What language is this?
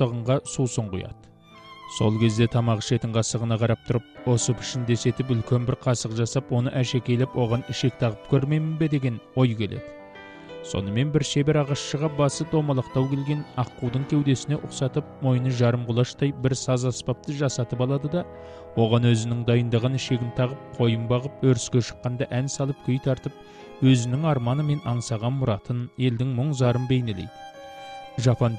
Kazakh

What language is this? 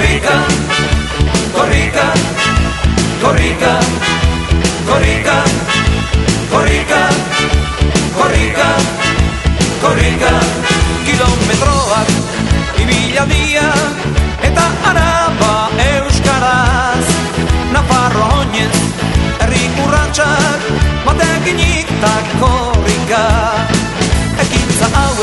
Basque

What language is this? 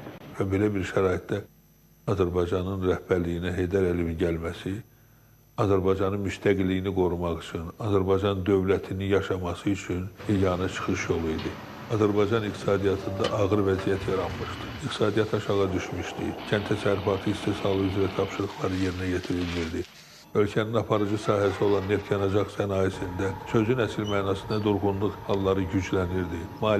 Azerbaijani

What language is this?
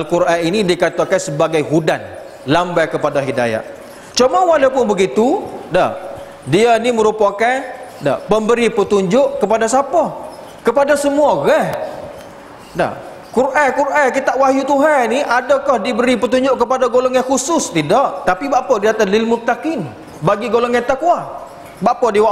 Malay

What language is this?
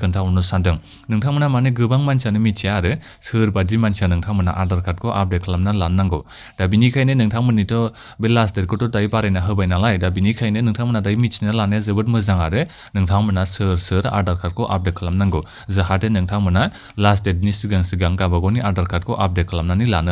Bodo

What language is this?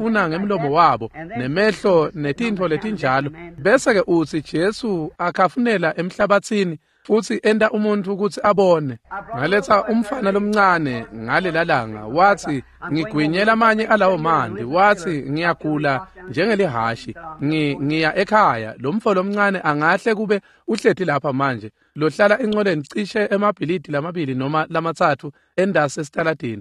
Swati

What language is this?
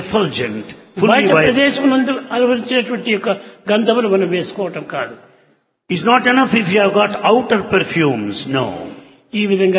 Telugu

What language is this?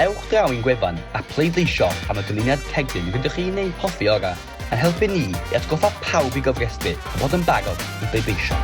Welsh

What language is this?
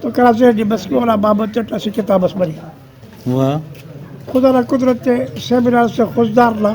Brahui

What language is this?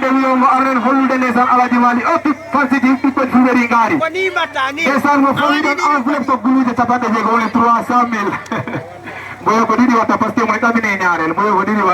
Fula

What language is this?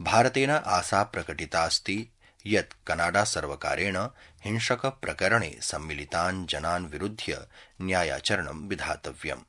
Sanskrit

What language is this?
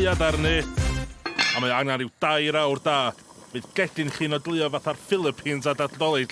Welsh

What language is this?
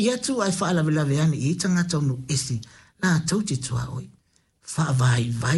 Samoan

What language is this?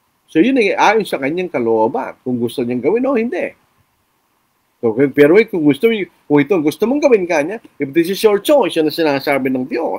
Filipino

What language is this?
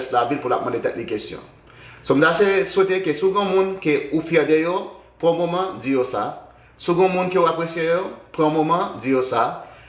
Haitian Creole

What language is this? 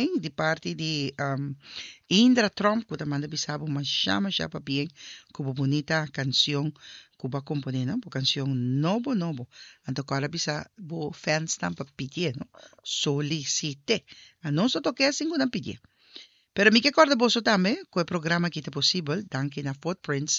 Papiamento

